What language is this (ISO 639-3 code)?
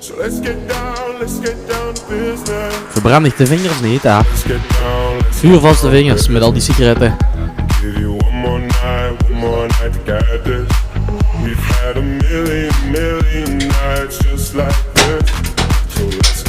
lim